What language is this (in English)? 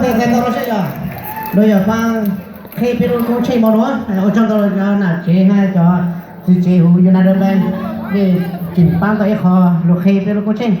Hmong